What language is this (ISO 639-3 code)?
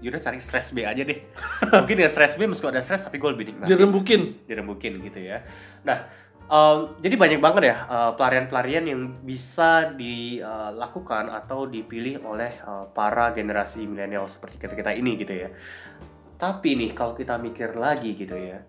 ind